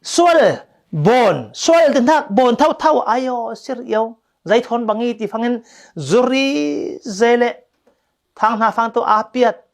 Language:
Falam Chin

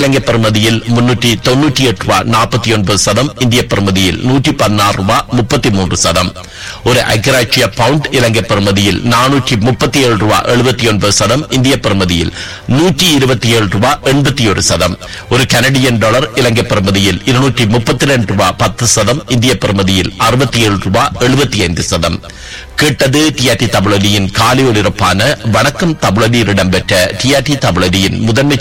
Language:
Tamil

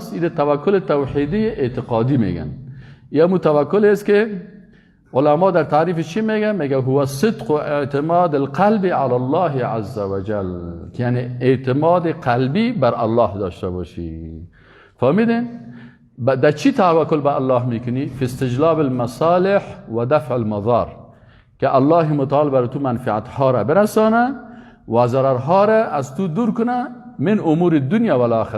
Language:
Persian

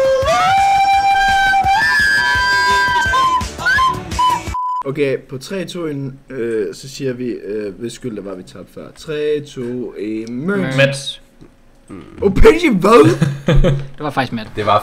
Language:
Danish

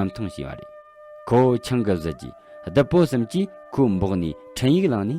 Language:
Tibetan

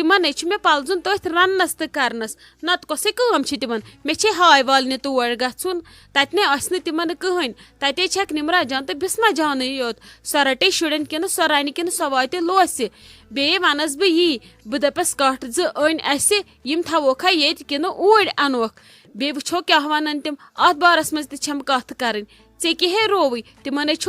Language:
Kashmiri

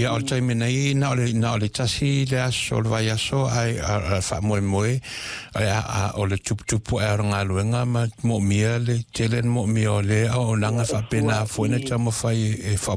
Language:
Samoan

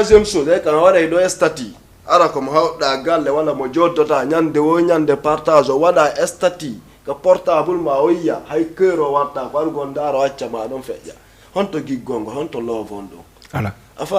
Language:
Fula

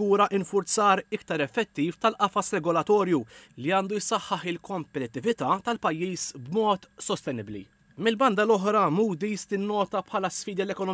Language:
Maltese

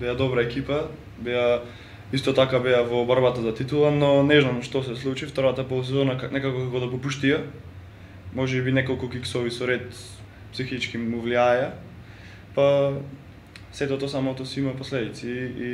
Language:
Macedonian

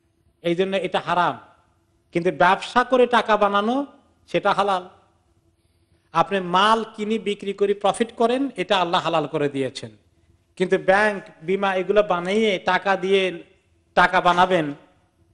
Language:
Bangla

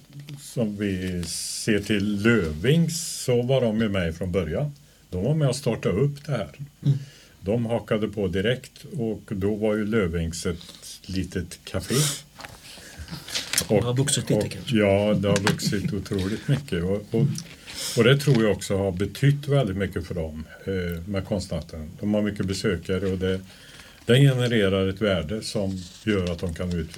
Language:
Swedish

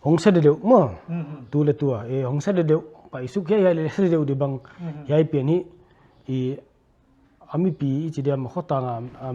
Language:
Paite Chin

